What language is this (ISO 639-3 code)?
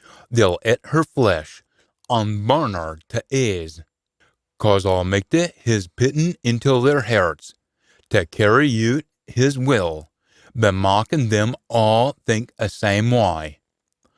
sco